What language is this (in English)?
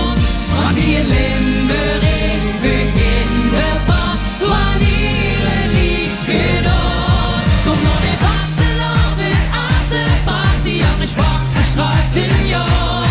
Limburgish